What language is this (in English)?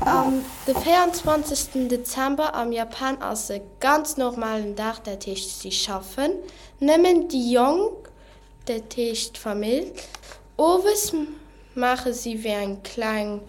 Luxembourgish